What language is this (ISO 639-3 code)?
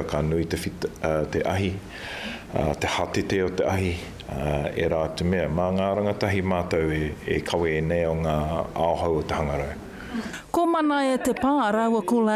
mri